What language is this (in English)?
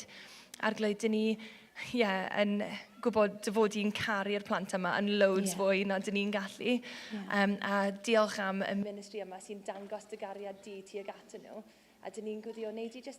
Welsh